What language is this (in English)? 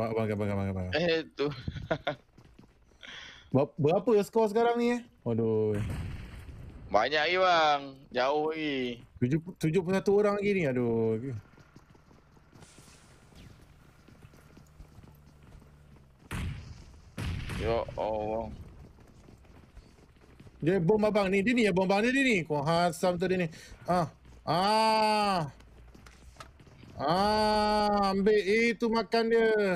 Malay